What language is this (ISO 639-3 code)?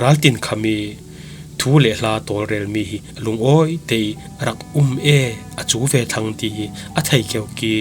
cfm